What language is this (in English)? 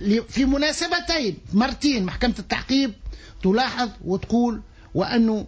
Tunisian Arabic